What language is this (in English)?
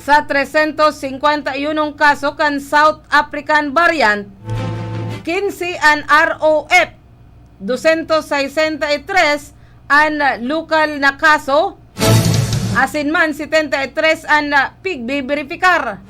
Bikol